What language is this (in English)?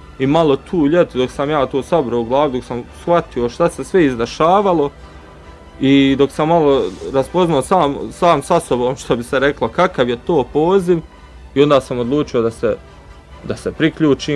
Bosnian